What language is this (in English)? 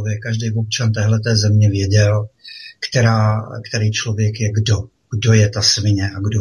Czech